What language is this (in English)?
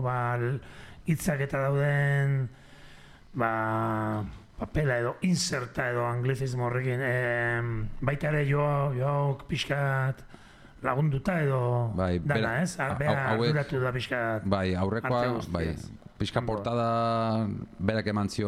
Basque